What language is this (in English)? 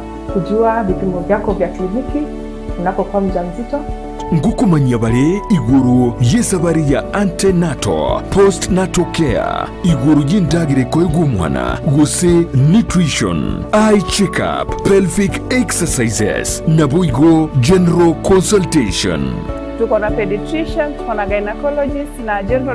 Gusii